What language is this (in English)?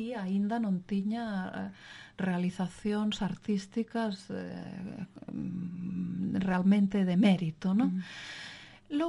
Galician